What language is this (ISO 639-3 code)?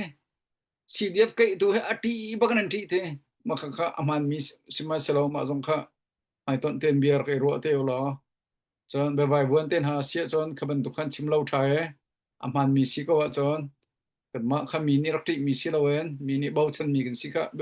cnh